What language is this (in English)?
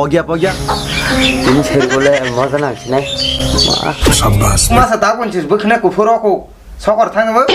Kok Borok